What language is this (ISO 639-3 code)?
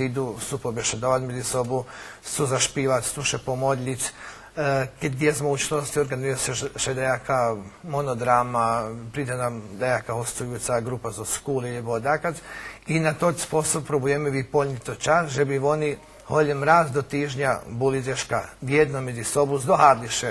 rue